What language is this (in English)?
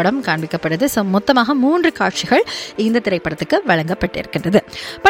Tamil